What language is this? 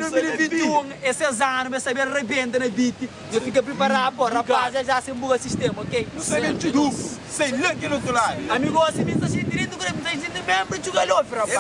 Kabuverdianu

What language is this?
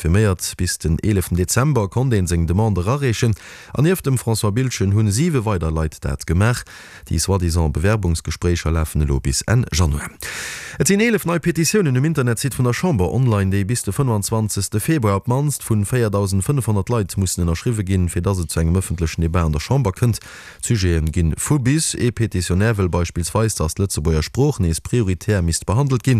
Luxembourgish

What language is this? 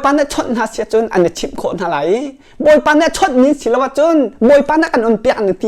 Hakha Chin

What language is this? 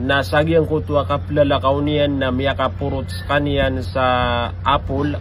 Maranao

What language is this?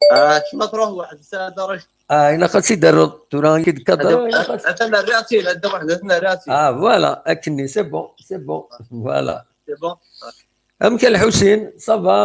Kabyle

